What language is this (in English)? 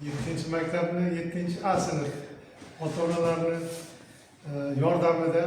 Uzbek